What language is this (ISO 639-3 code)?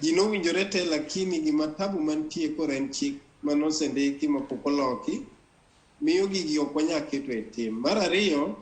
luo